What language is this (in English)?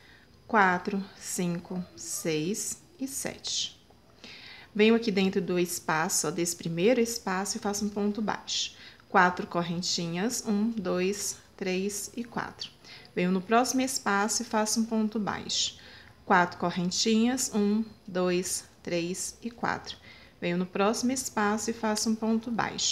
Portuguese